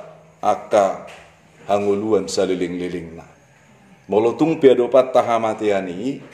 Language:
Batak Toba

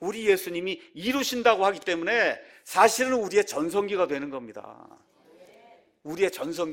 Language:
Korean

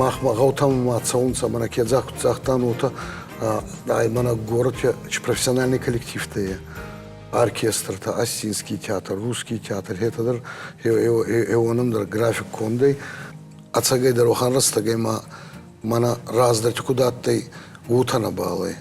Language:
Ossetic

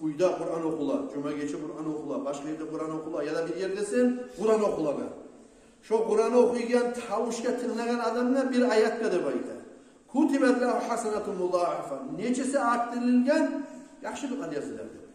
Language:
Kumyk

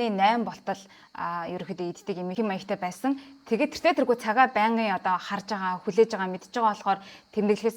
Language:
Mongolian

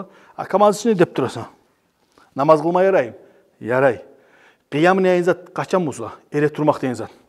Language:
Kumyk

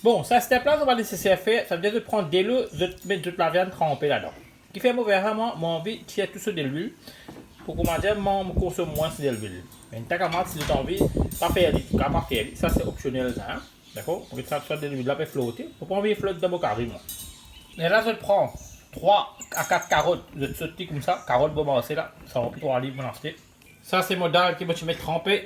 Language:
Morisyen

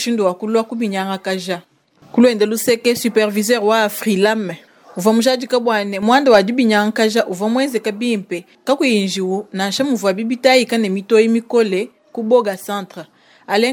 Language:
Luba-Lulua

